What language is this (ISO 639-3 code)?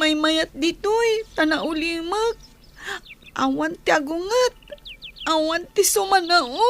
ilo